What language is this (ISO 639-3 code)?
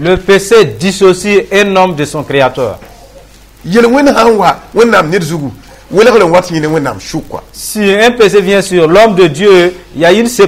mos